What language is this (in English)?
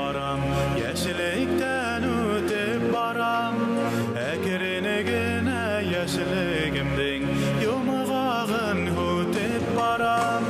Bashkir